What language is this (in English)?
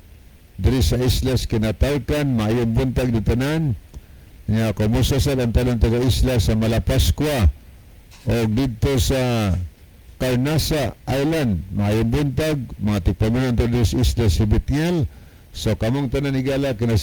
Cebuano